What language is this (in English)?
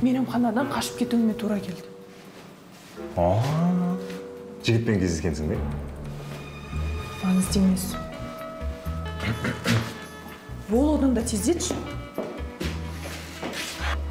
Kazakh